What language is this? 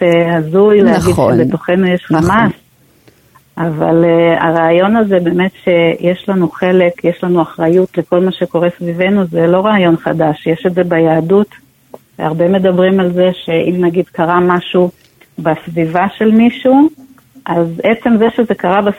Hebrew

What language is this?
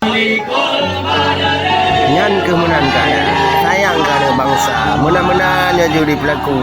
Achinese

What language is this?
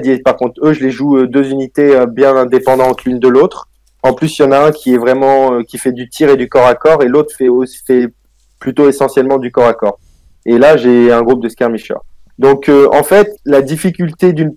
French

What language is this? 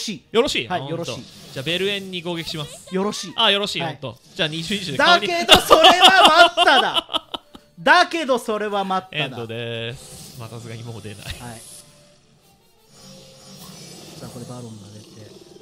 Japanese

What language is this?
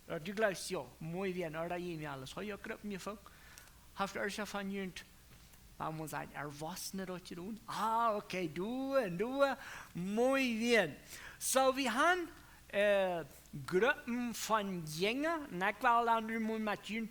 Plautdietsch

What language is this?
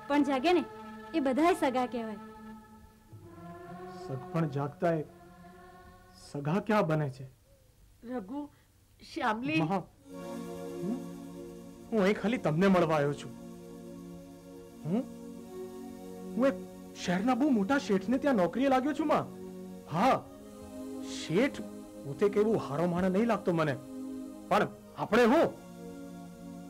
Gujarati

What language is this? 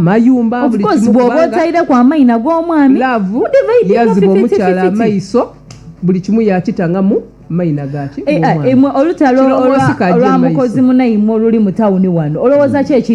Soga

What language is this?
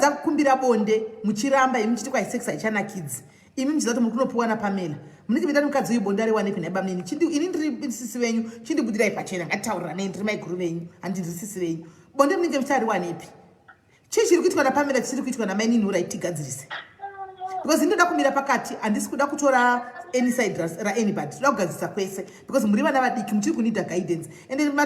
Shona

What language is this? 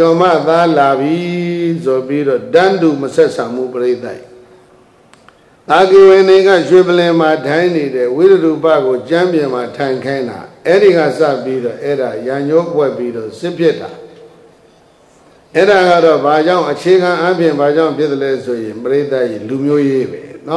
Burmese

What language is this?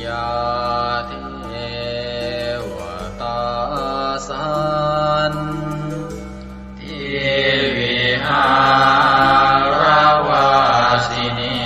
Pali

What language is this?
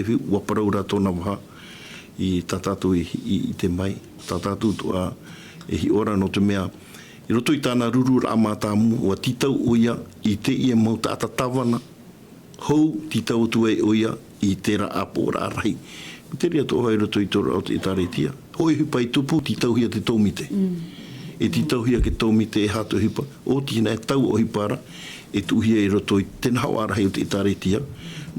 Tahitian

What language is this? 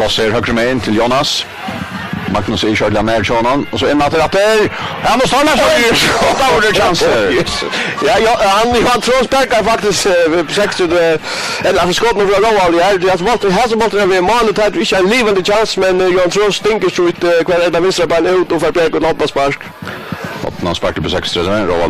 Faroese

